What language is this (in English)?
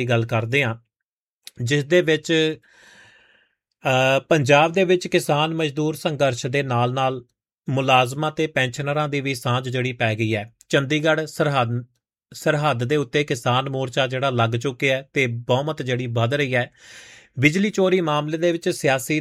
Punjabi